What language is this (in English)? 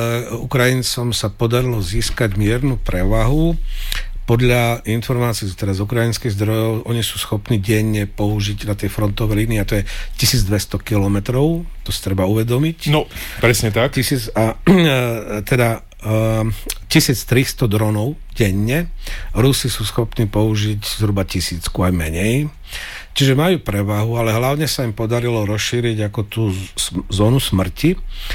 Slovak